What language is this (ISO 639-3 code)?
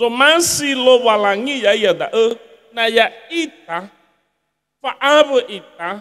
nia